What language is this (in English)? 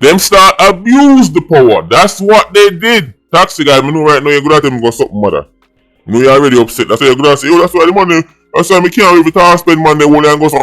Jamaican Creole English